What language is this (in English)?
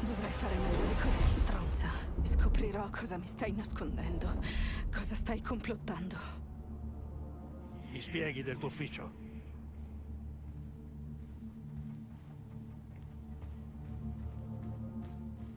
Italian